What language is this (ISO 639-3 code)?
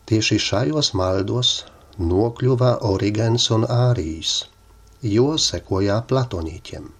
lav